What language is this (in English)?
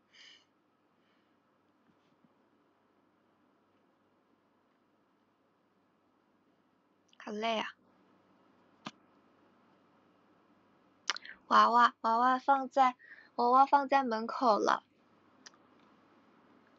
Chinese